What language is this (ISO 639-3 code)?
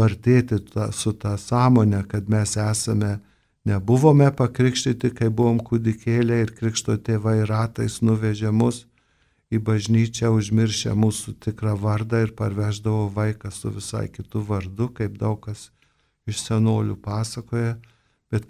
lit